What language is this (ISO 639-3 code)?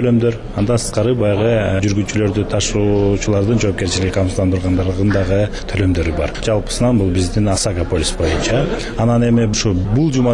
kir